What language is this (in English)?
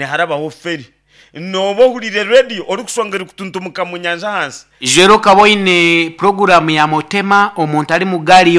Nyankole